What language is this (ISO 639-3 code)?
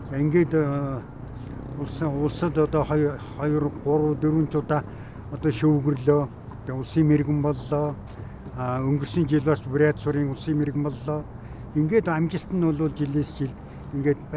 mon